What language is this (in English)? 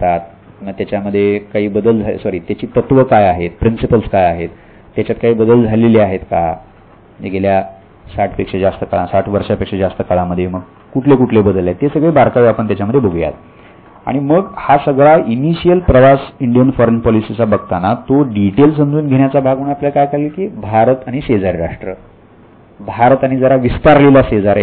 Marathi